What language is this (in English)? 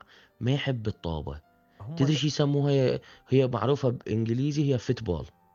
Mesopotamian Arabic